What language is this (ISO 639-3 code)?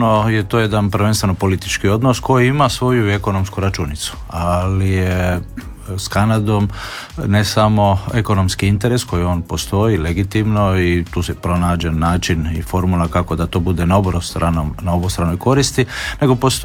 hrv